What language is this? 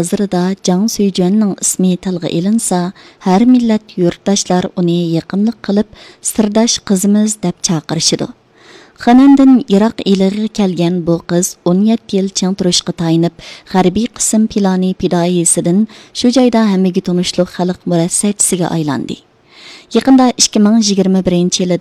Uyghur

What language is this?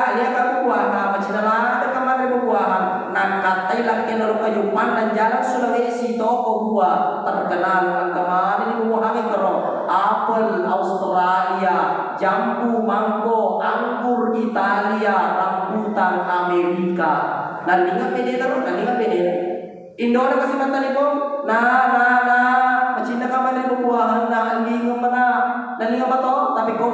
Buginese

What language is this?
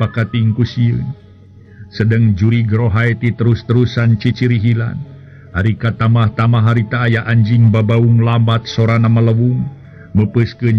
Sundanese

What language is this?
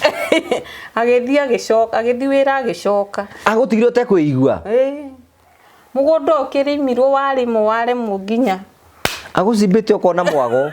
Kikuyu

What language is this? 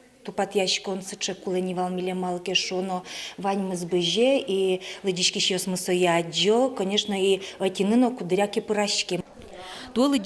Udmurt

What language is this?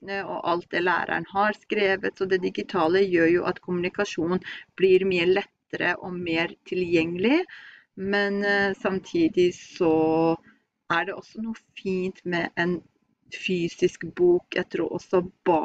Norwegian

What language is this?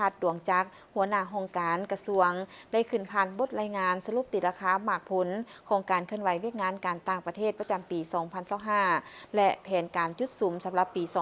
Lao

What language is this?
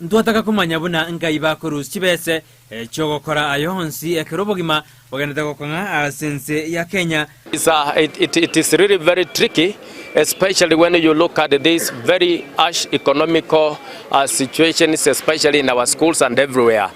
Gusii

